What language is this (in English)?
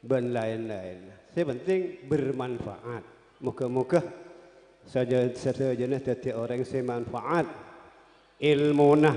Madurese